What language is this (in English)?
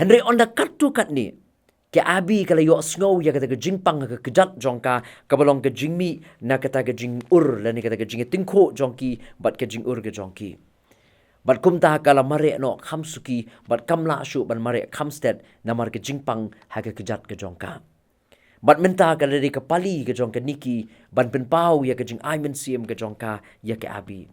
Khasi